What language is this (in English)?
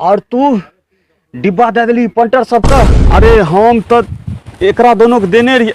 Angika